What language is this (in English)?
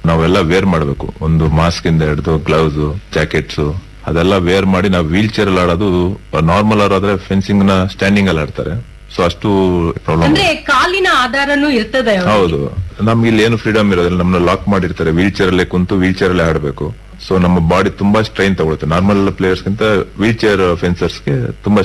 Kannada